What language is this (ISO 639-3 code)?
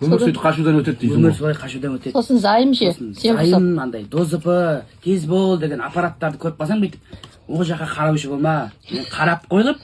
kaz